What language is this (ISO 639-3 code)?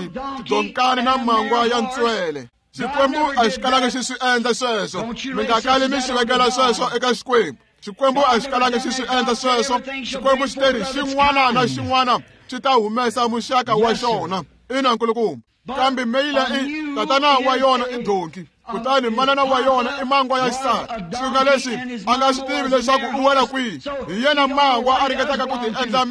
tso